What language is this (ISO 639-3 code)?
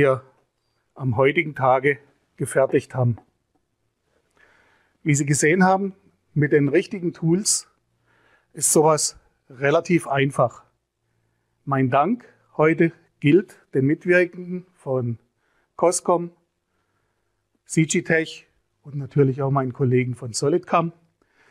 deu